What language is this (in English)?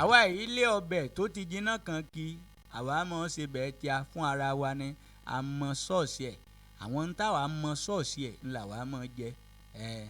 Yoruba